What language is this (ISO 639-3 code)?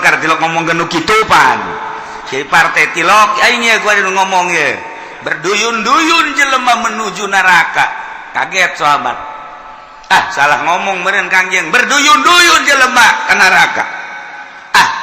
sun